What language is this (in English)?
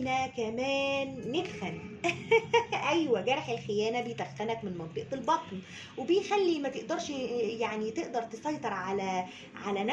Egyptian Arabic